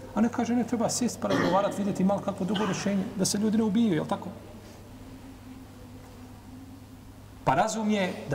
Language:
Bosnian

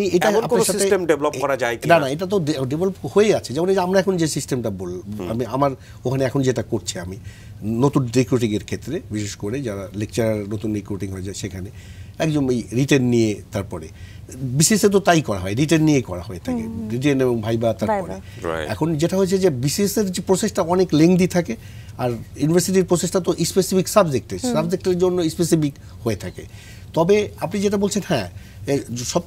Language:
Bangla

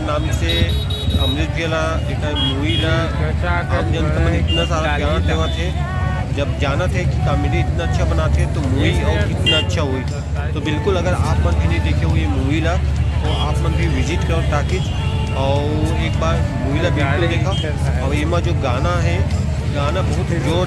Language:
Chhattisgarhi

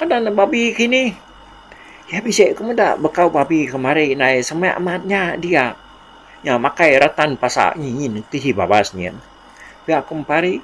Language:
Iban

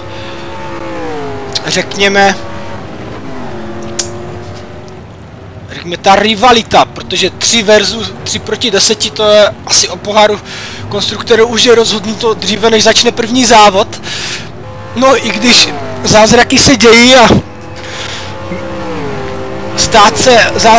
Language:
Czech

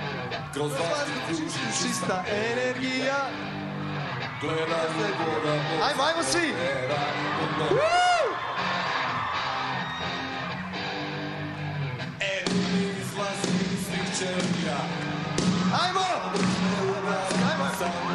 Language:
Serbian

